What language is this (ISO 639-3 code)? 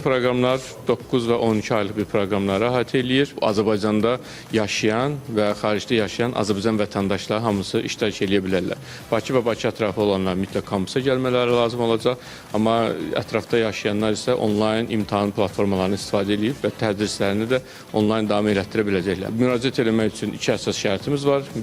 aze